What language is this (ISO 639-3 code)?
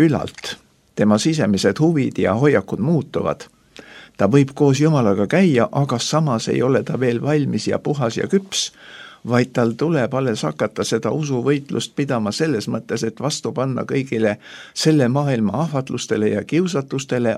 est